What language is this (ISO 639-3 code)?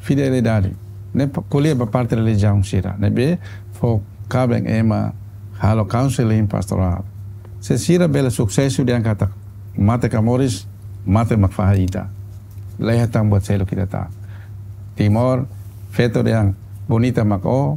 tet